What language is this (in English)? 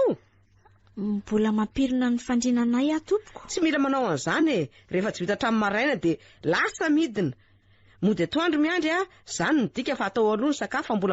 Malagasy